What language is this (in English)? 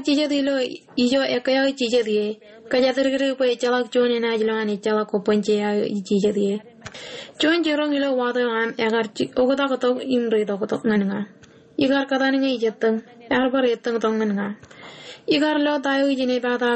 Marshallese